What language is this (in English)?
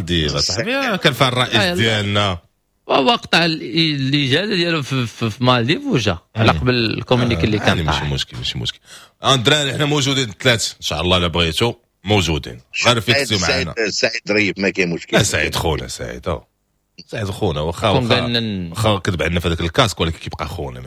Moroccan Arabic